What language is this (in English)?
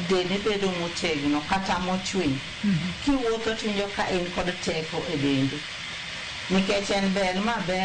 Luo (Kenya and Tanzania)